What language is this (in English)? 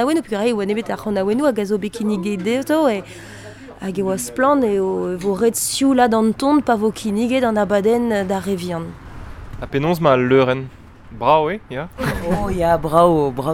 Breton